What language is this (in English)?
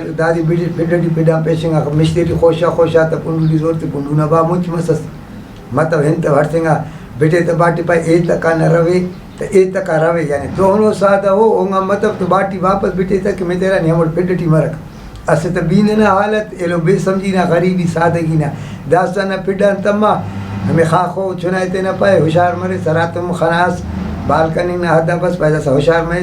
Brahui